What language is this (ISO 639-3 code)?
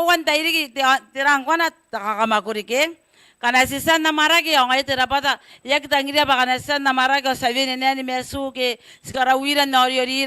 gil